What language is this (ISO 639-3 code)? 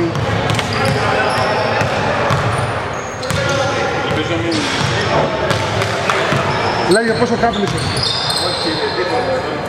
ell